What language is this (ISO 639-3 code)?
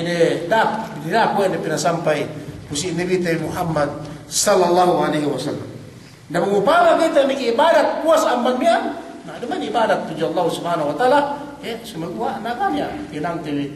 yka